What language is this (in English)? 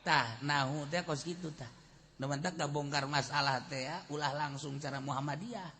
Sundanese